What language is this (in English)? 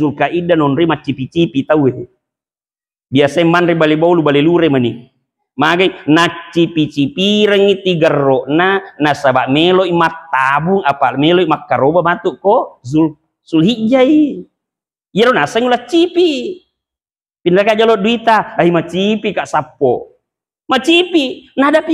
Buginese